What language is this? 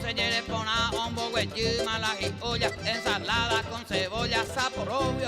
Guarani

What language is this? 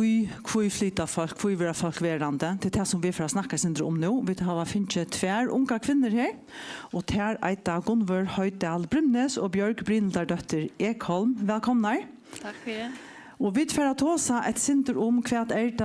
Faroese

